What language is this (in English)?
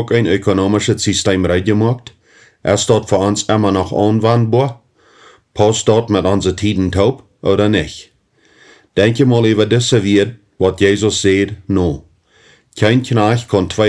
Plautdietsch